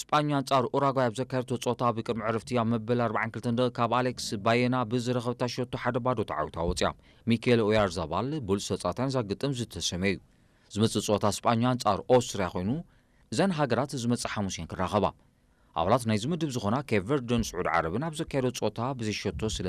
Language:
Tigrinya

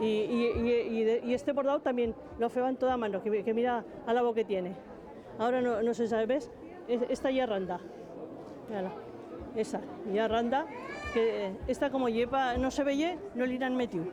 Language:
Aragonese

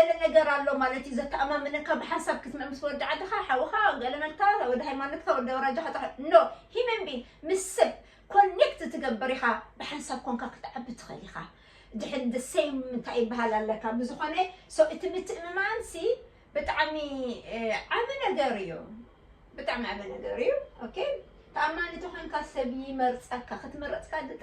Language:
Tigrinya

